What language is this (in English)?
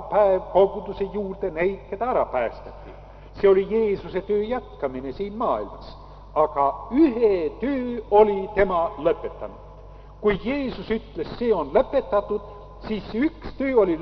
Estonian